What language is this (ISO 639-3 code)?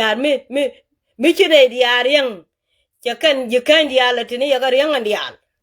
nus